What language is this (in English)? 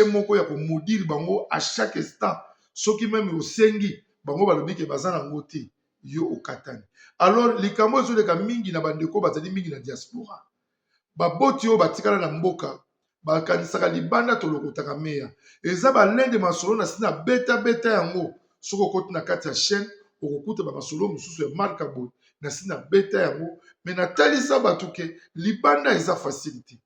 Lingala